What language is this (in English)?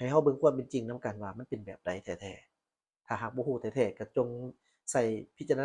Lao